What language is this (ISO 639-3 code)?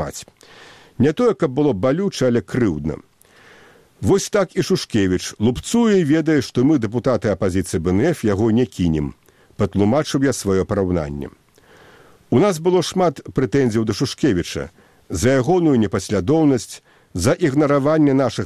bel